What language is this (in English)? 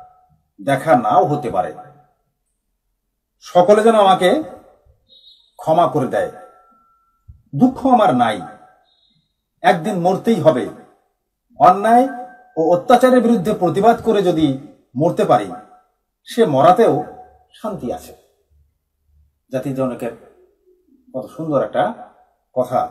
Bangla